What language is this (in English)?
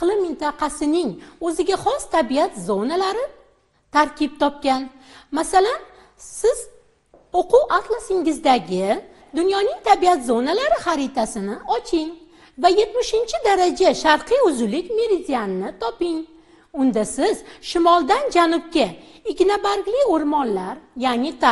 Uzbek